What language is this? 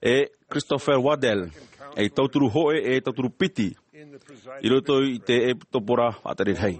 Tahitian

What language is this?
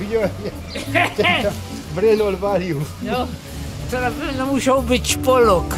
Silesian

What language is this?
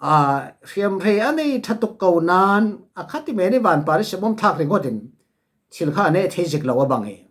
Falam Chin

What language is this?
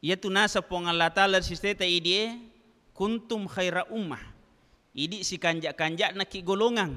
Buginese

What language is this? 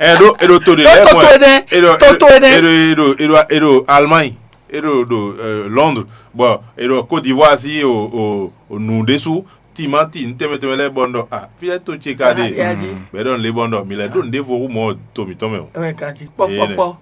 Fon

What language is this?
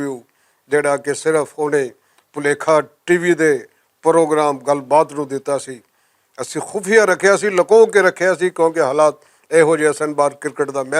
Western Panjabi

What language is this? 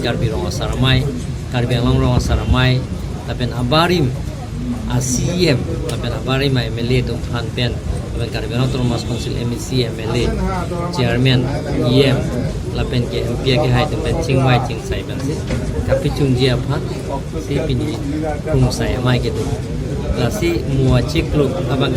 Karbi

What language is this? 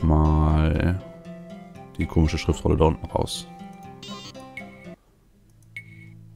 German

